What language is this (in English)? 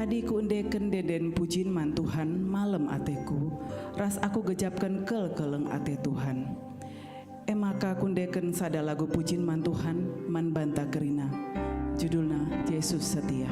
Batak Karo